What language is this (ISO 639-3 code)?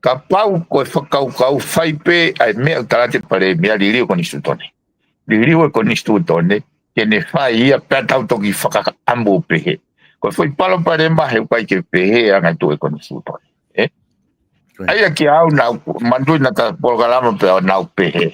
ton